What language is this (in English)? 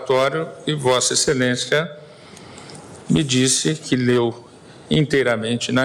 Portuguese